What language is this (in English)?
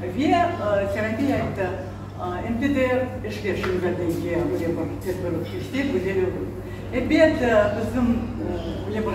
Crimean Tatar